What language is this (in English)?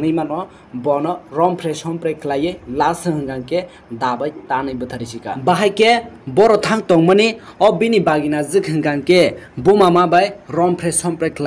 Kok Borok